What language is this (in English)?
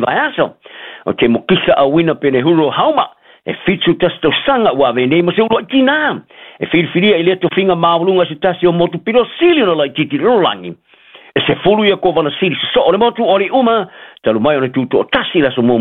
Samoan